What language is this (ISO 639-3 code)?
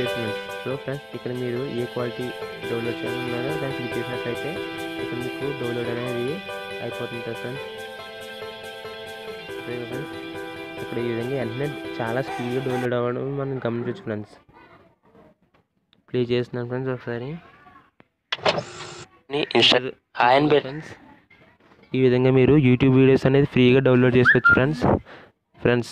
tel